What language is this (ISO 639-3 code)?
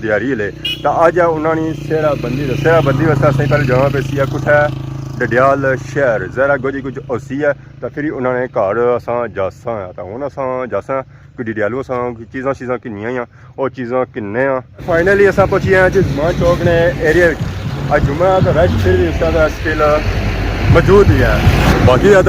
phr